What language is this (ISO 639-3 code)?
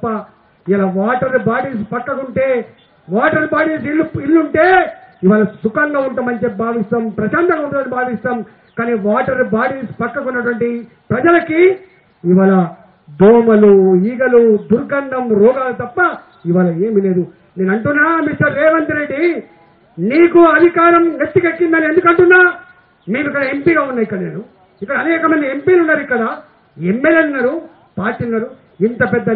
tel